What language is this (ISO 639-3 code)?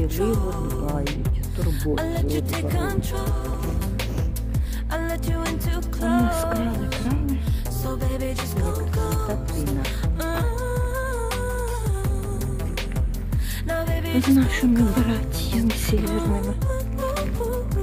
ukr